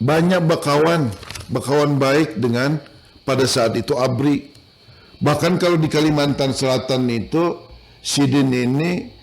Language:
Banjar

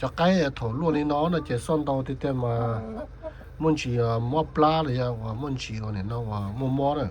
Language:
Hmong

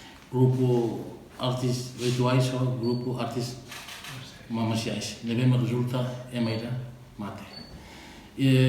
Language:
Tetum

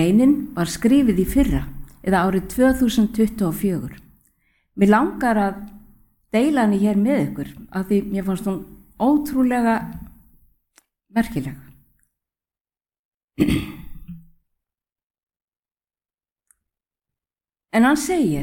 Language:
Icelandic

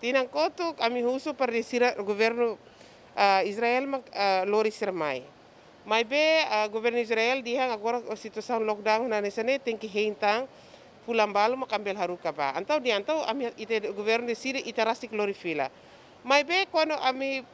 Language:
Tetum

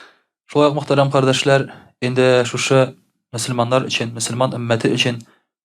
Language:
Tatar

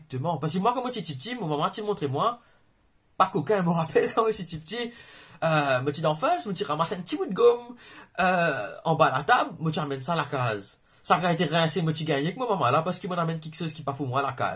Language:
Morisyen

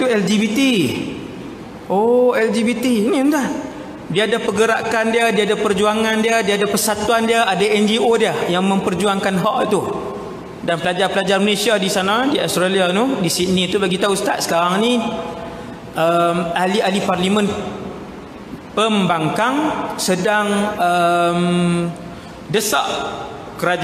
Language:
Malay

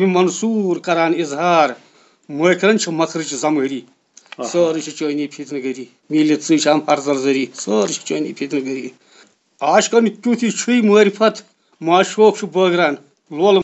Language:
Kashmiri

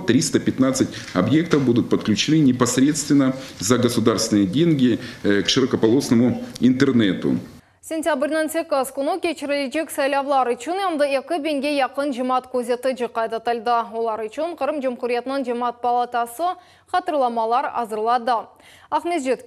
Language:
Crimean Tatar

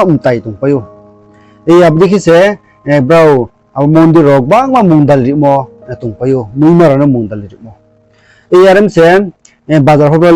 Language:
Riang (India)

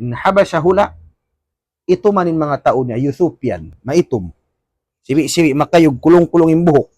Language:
Tausug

